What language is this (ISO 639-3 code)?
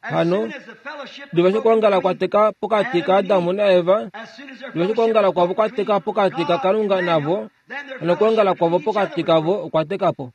kua